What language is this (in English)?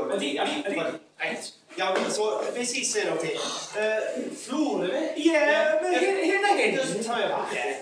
Welsh